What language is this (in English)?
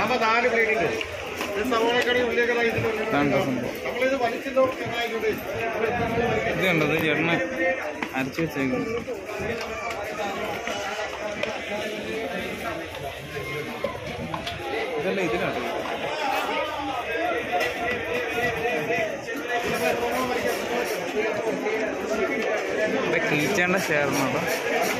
Malayalam